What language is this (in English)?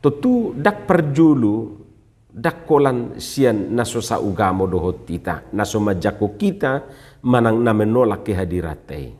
Batak Toba